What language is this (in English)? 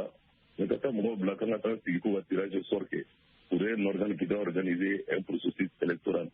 Bambara